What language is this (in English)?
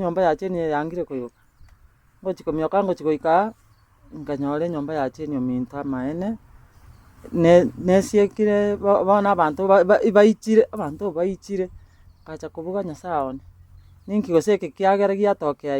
Gusii